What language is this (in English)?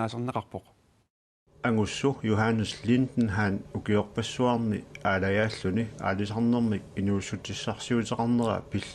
Kalaallisut